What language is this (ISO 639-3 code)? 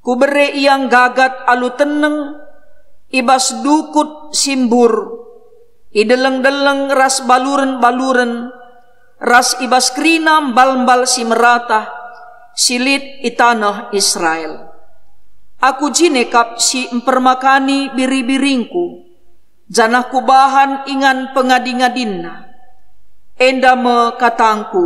btx